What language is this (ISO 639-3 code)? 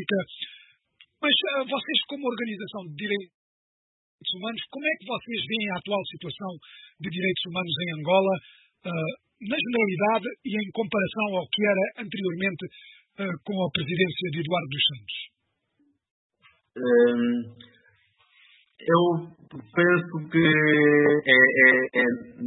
por